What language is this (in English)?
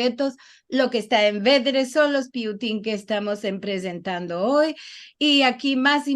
Ladino